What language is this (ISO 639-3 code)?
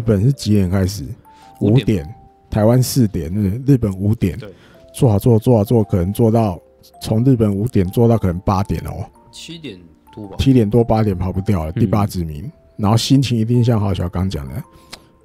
zho